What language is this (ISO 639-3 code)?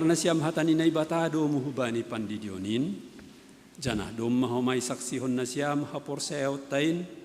bts